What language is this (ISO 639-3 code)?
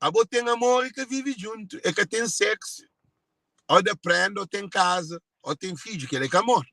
kea